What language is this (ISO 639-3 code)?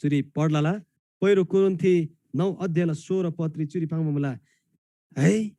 taj